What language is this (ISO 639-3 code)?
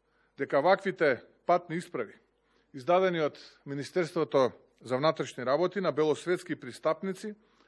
mkd